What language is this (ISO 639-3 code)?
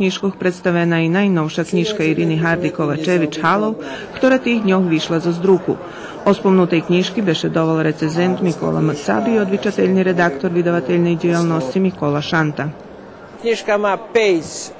rue